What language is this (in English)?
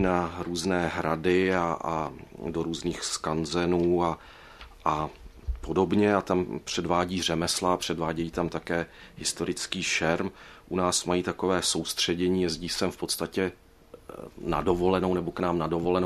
Czech